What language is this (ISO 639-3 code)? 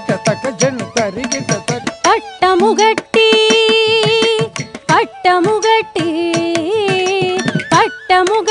tel